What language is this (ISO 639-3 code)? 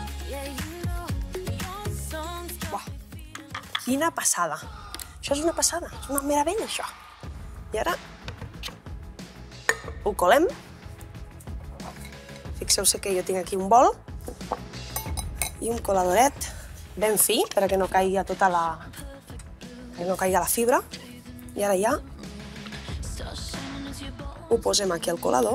cat